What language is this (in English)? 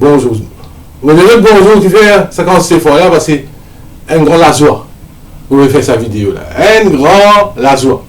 Morisyen